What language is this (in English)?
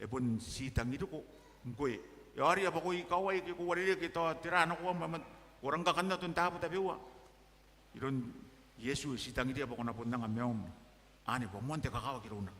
Gilbertese